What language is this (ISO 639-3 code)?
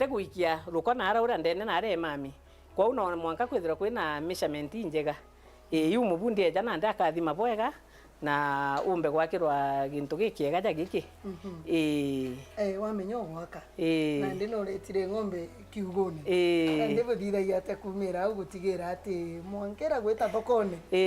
mer